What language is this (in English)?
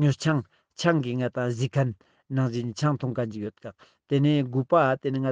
Ladakhi